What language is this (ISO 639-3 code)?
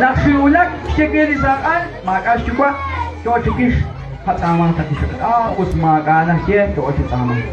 kek